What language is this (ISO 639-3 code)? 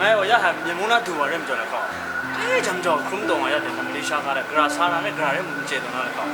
kac